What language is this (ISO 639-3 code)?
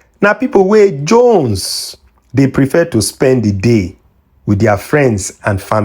pcm